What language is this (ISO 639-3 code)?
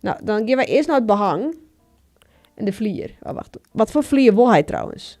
fry